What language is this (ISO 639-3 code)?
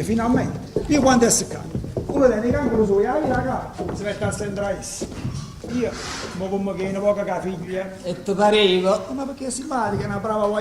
nap